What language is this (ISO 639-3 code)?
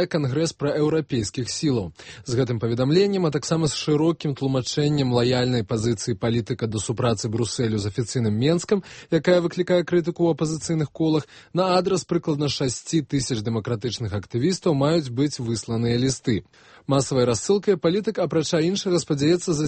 bel